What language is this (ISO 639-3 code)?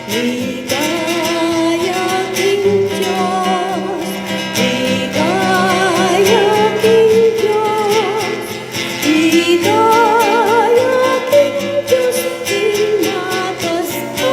pam